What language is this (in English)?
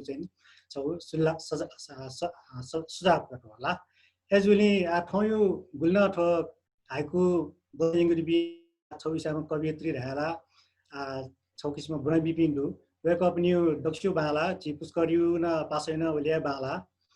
Newari